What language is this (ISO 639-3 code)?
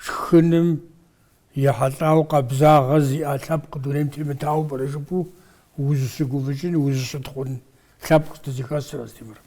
kbd